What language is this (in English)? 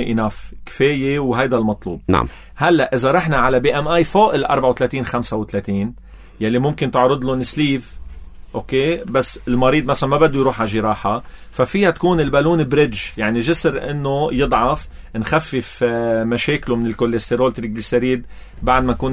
North Levantine Arabic